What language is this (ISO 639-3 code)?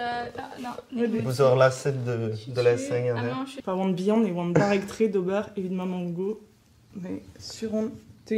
bre